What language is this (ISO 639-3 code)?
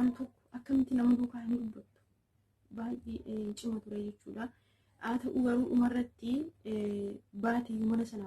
orm